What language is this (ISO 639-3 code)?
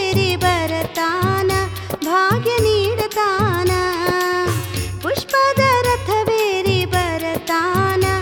kan